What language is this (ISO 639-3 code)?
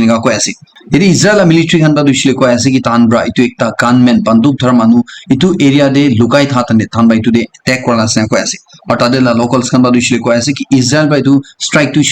nag